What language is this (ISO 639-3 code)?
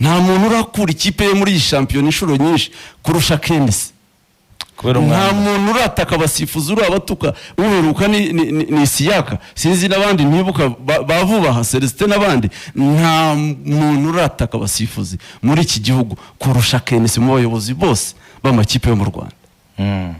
kin